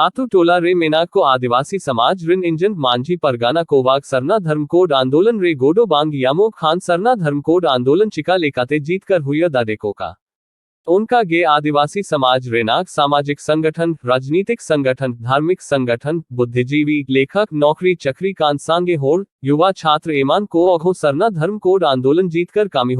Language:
Santali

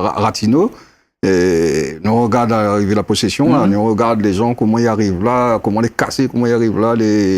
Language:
Réunion Creole French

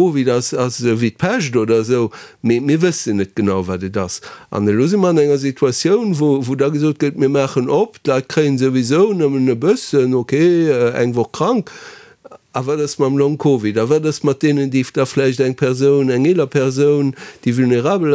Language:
Luxembourgish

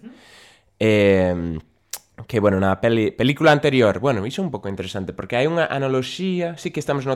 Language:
Galician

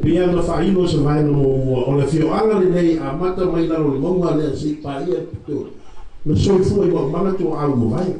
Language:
Samoan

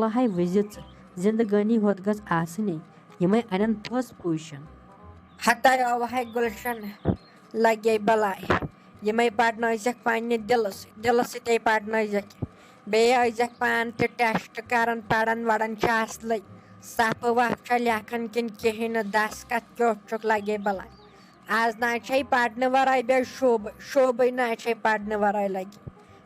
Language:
Kashmiri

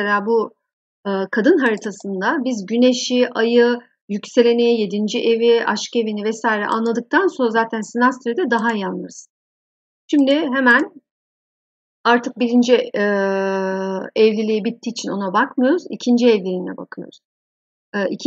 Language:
Turkish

